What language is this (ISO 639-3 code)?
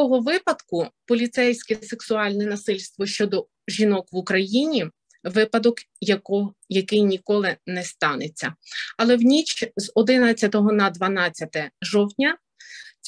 ukr